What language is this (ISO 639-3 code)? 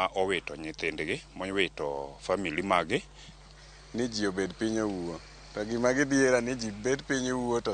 luo